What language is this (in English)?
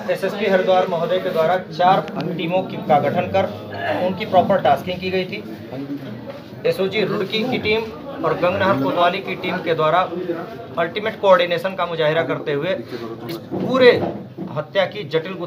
Hindi